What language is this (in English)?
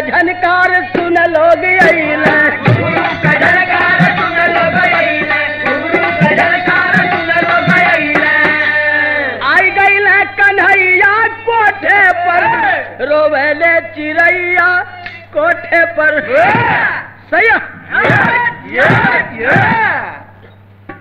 Bhojpuri